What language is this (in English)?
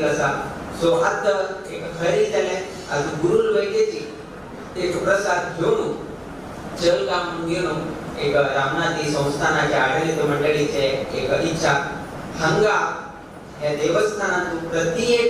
Konkani